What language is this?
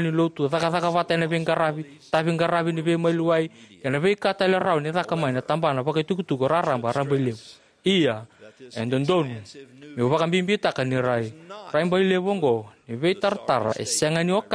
Fijian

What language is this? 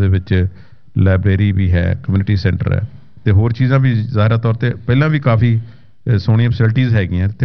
Punjabi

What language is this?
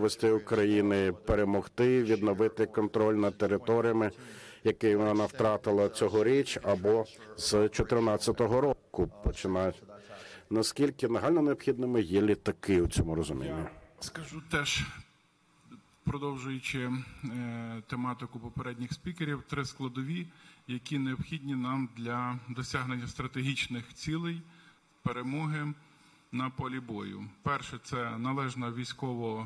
Ukrainian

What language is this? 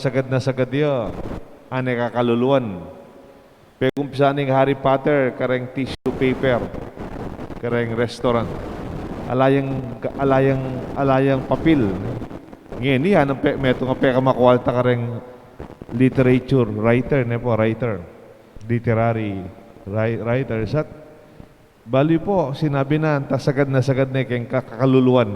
Pampanga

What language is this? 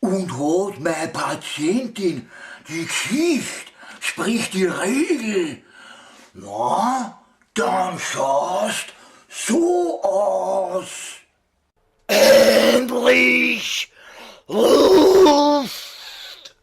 Bavarian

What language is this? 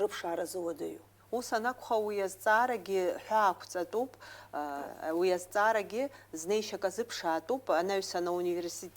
Abkhazian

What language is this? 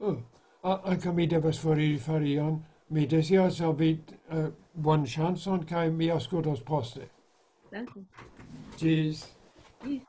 Esperanto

